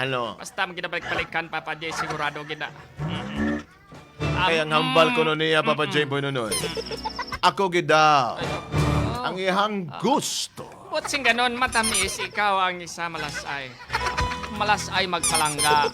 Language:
Hiligaynon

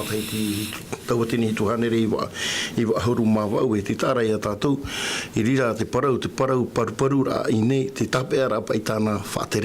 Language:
Tahitian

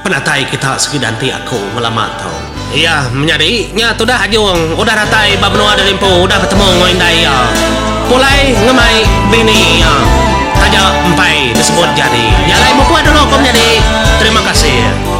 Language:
Iban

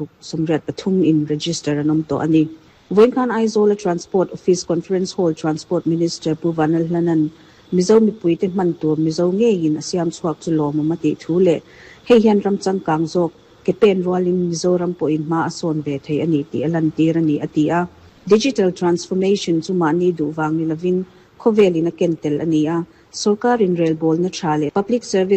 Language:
Mizo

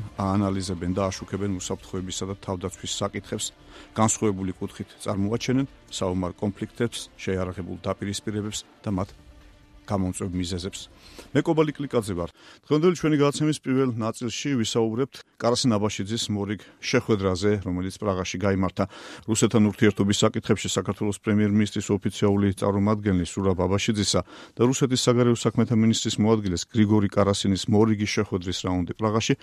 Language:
Georgian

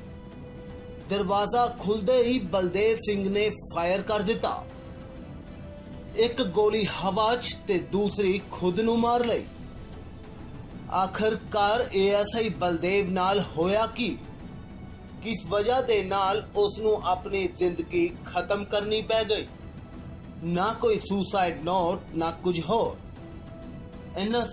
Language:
Punjabi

